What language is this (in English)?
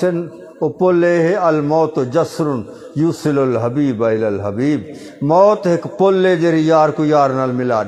Saraiki